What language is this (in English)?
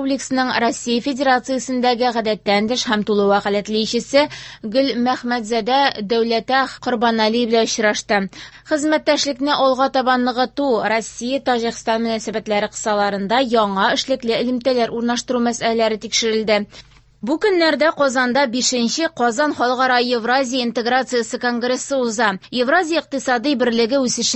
Tatar